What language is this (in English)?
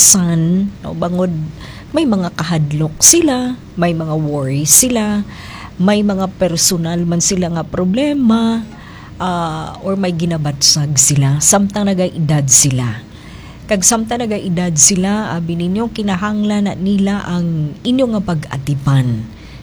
Hiligaynon